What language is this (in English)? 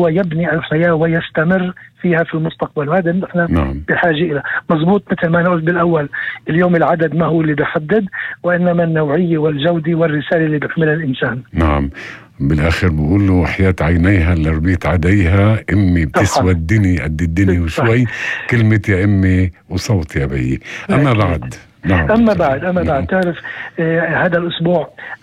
North Levantine Arabic